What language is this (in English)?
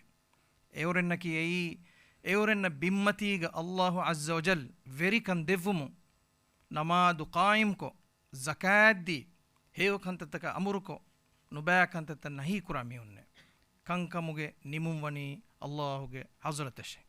Divehi